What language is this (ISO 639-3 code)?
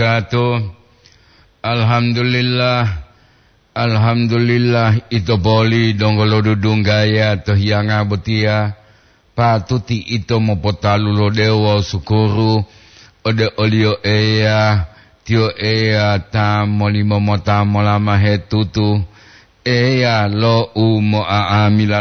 gor